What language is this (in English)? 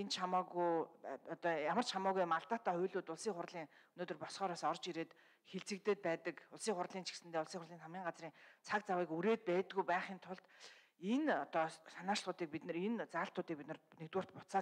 Mongolian